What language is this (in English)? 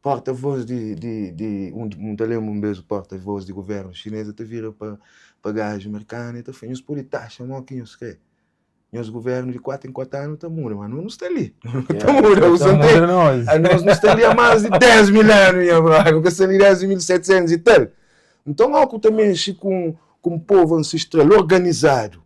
Kabuverdianu